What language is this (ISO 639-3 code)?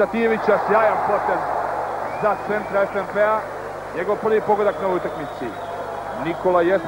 srp